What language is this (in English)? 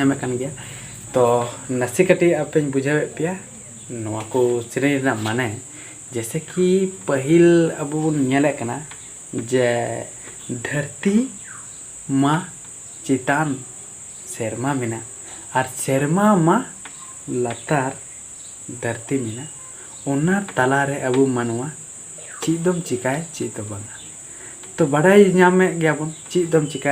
Santali